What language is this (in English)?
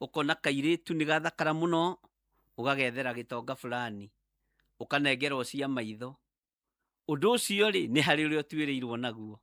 Kikuyu